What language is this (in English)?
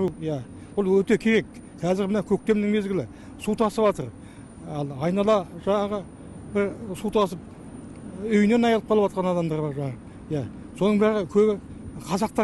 Kazakh